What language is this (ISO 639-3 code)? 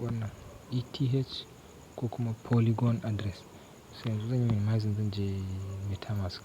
hau